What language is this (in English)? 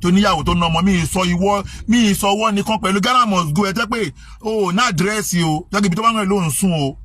Yoruba